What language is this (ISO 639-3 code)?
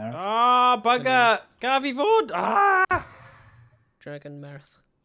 cym